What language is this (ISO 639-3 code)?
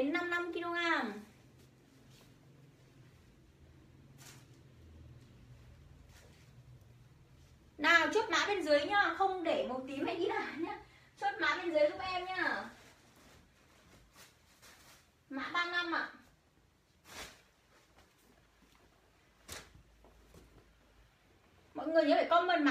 vie